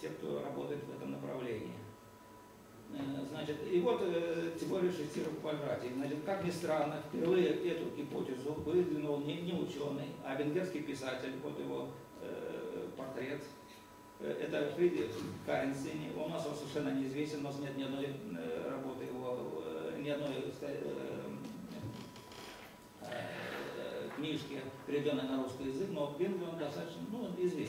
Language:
Russian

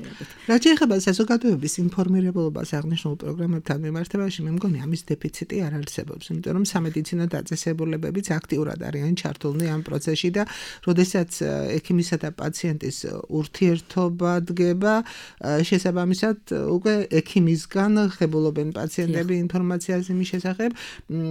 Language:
Georgian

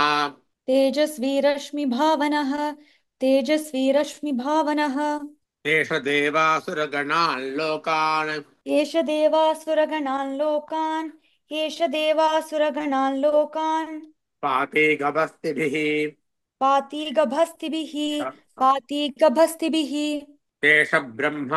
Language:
Sanskrit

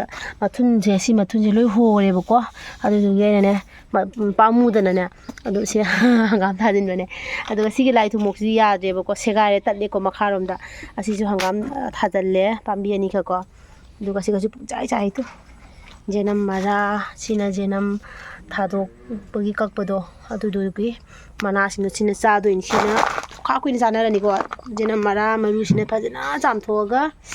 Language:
Manipuri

